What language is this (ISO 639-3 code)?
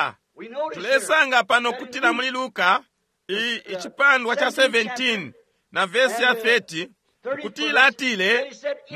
bem